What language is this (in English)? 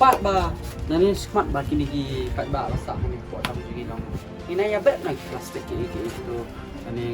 Khasi